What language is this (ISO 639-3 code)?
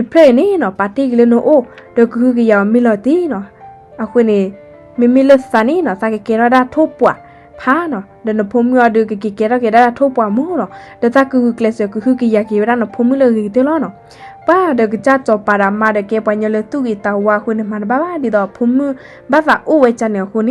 ksw